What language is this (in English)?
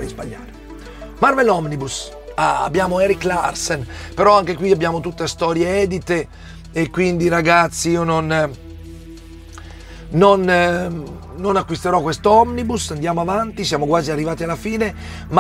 Italian